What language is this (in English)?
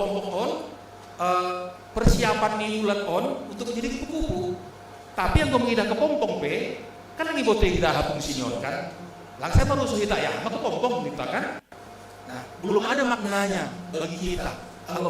Batak Simalungun